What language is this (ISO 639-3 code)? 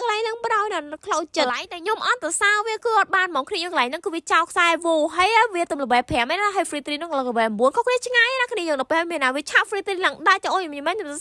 khm